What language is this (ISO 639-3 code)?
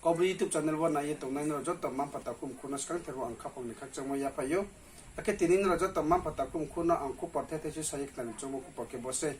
ria